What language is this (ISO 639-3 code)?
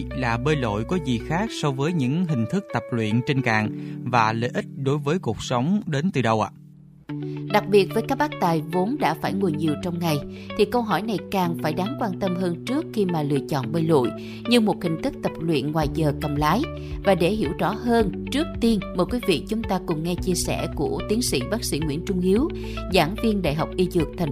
vie